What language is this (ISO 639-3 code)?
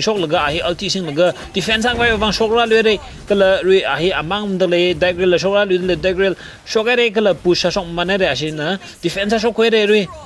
nmf